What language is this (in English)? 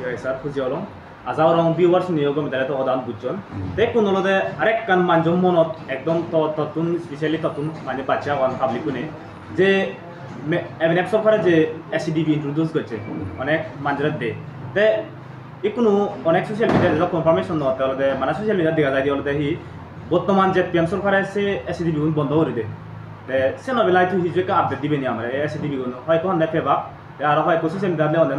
Chakma